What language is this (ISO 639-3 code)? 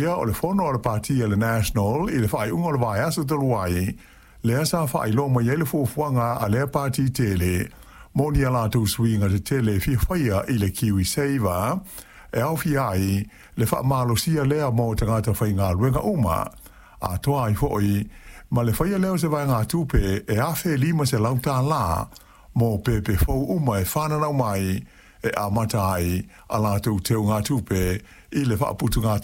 smo